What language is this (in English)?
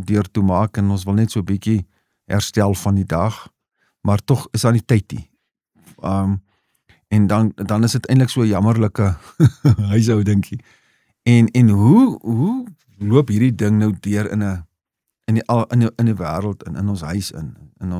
Afrikaans